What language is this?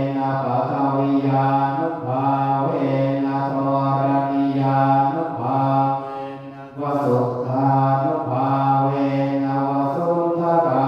Pali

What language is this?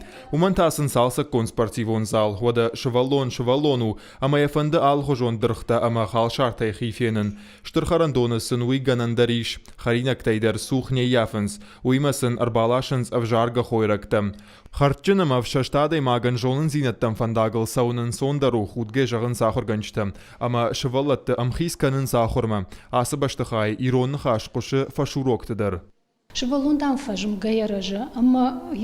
Ossetic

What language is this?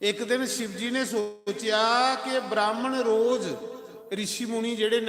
Dogri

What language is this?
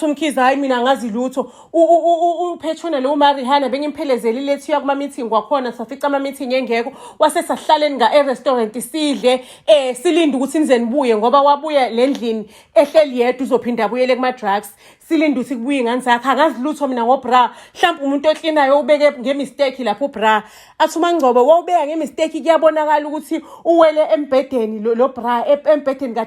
Zulu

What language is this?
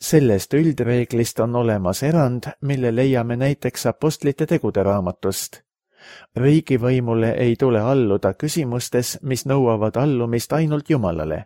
Estonian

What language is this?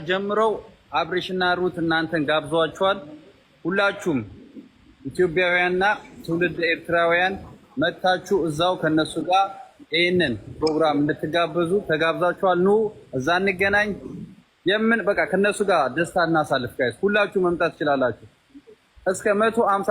Amharic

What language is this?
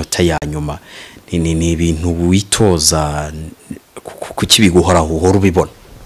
Kinyarwanda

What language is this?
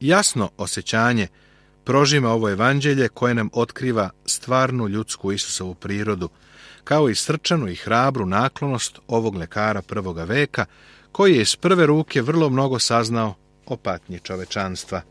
Serbian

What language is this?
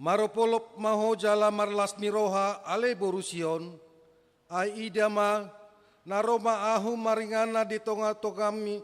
Batak Toba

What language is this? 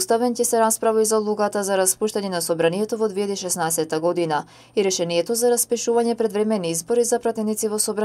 Macedonian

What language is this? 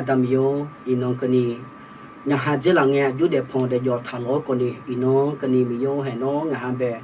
Akha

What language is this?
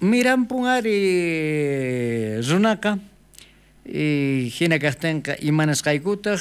South Bolivian Quechua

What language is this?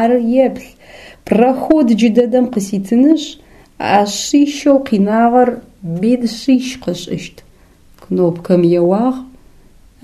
Adyghe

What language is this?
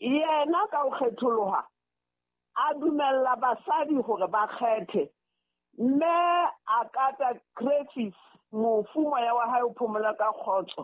Southern Sotho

